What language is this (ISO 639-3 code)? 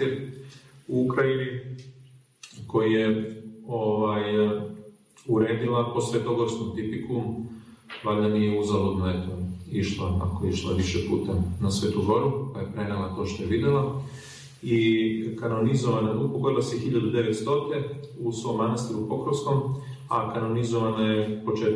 srp